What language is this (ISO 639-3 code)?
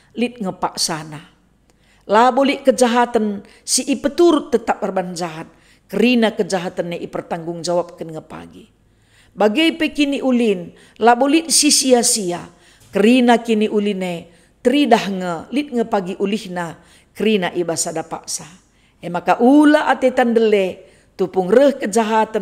btx